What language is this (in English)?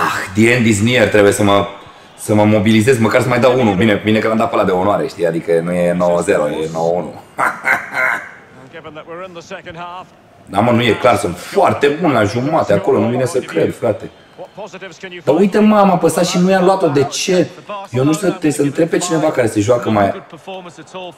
Romanian